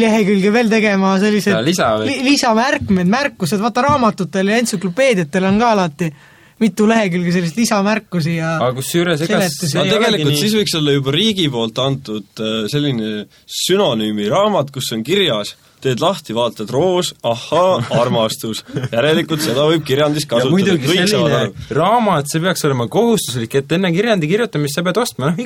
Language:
Estonian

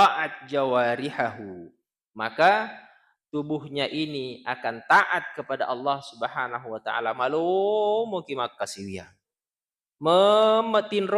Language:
Buginese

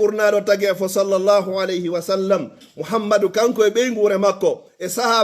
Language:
Pular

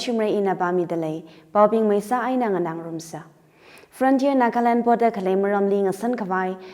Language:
Tangkhul Naga (India)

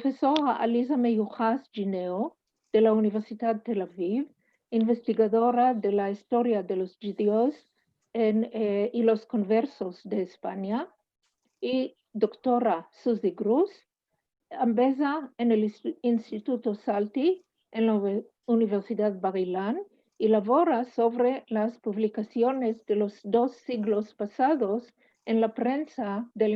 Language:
Ladino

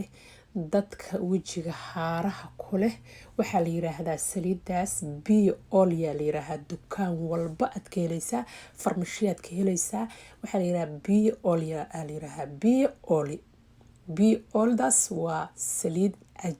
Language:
Somali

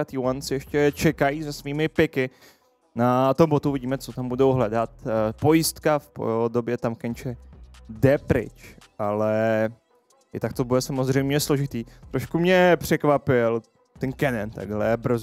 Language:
Czech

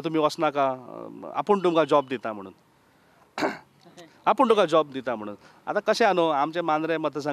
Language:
Konkani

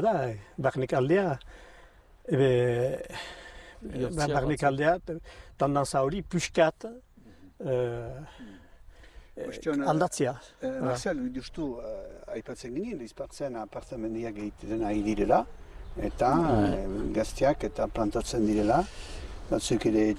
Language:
Basque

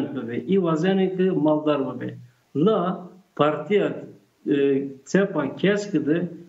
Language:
Zaza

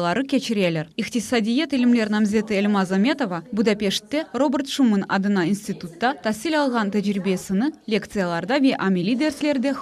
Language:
Crimean Tatar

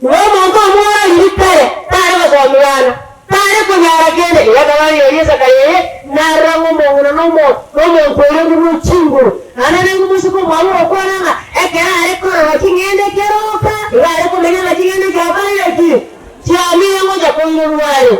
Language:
Gusii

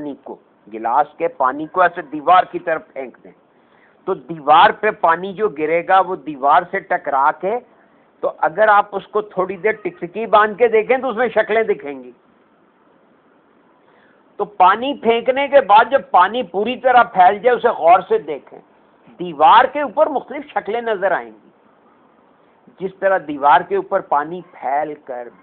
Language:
Urdu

